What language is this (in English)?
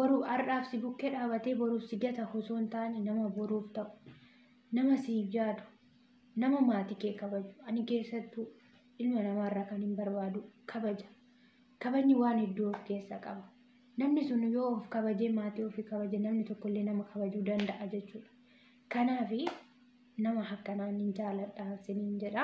Oromo